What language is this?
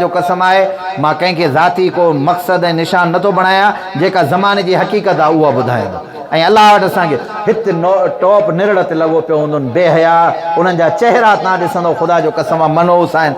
Sindhi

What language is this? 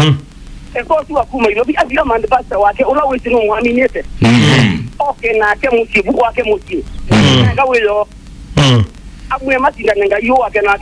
Kamba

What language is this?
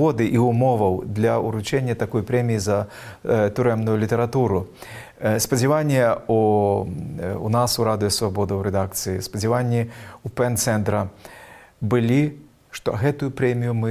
Belarusian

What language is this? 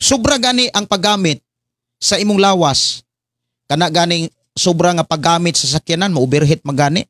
Cebuano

